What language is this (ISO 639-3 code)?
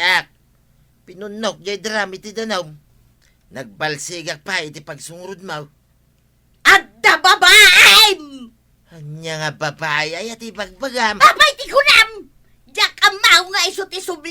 ilo